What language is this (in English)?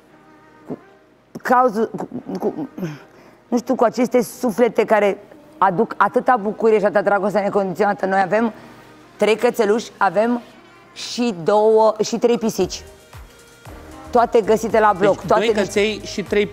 Romanian